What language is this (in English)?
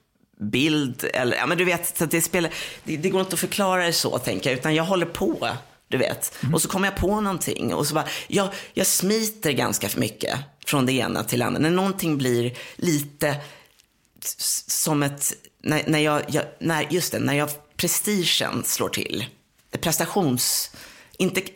Swedish